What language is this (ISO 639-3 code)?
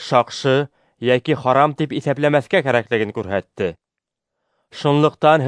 bak